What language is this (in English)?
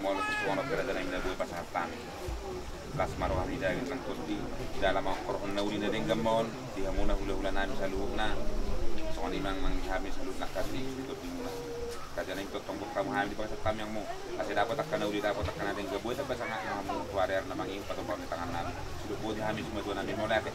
Batak Toba